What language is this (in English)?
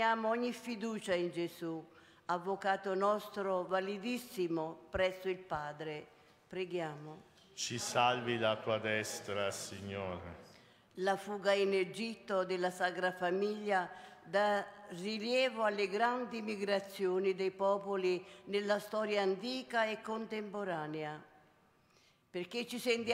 Italian